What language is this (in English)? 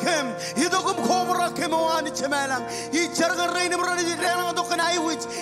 Marshallese